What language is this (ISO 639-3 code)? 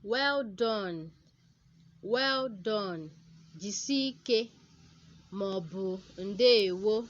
ibo